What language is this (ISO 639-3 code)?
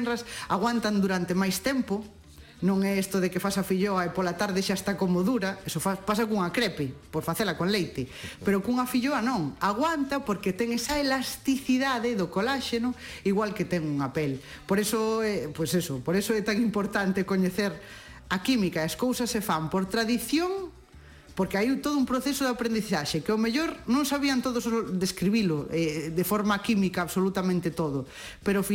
glg